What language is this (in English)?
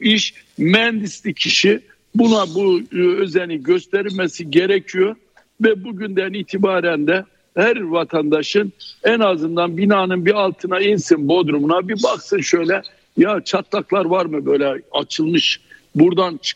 Turkish